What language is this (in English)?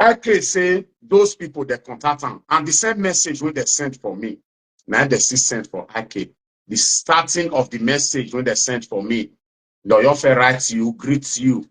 Nigerian Pidgin